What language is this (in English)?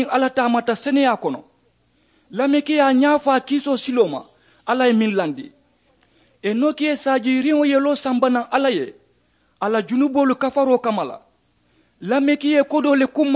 Mandingo